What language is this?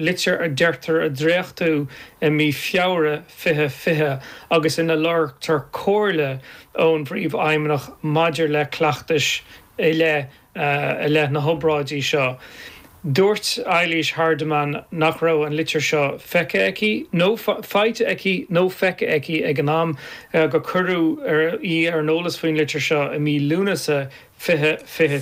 Irish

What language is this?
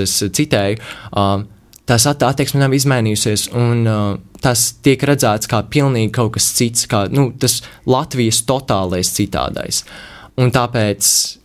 Latvian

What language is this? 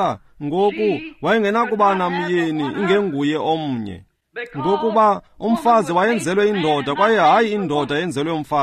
Xhosa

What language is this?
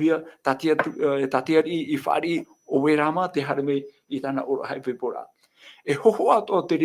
Tahitian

